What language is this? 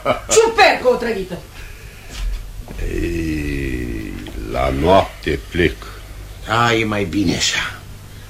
Romanian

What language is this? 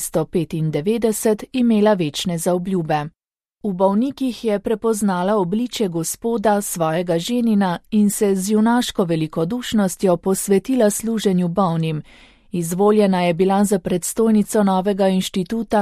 Slovenian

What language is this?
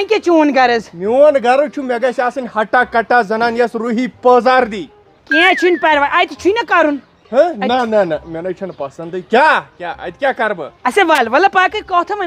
Kashmiri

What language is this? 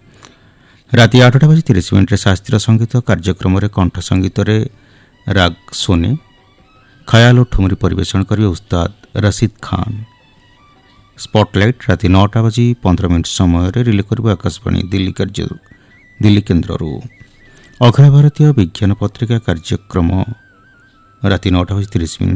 Odia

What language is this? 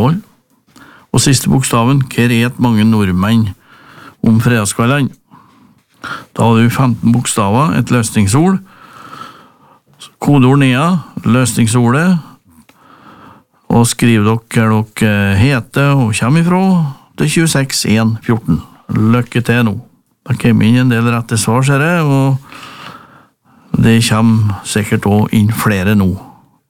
Norwegian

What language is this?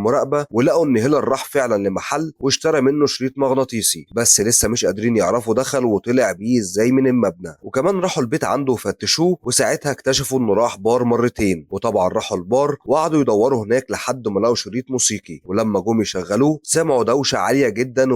Egyptian Arabic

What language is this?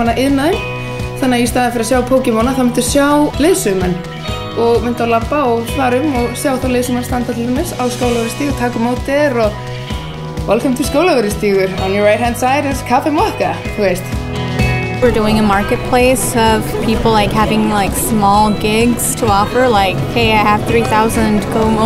Icelandic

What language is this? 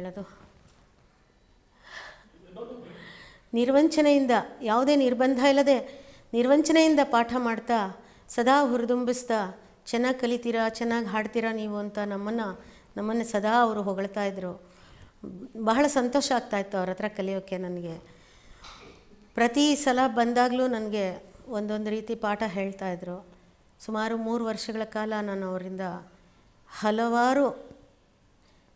Kannada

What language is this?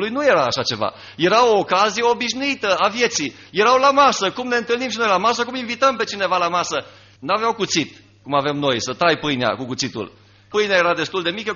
Romanian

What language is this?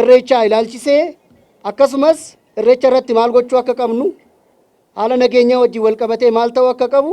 Oromo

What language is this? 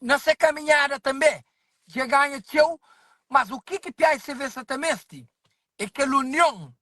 Kabuverdianu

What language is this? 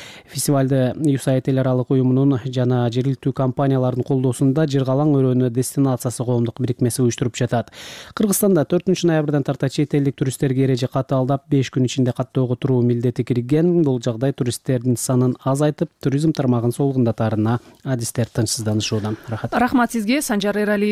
Kyrgyz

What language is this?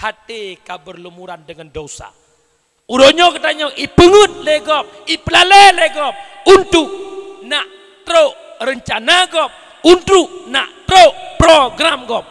Achinese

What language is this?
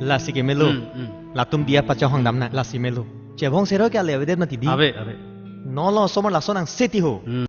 Karbi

